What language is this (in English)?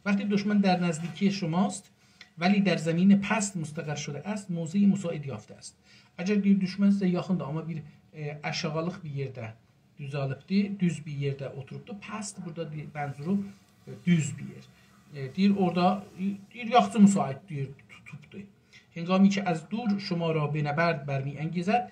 South Azerbaijani